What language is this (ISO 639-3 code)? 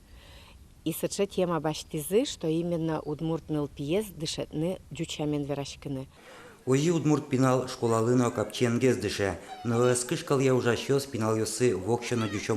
udm